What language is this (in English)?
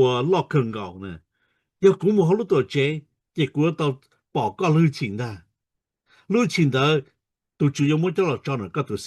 Hmong